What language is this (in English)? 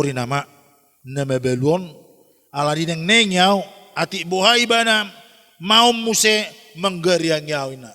Batak Toba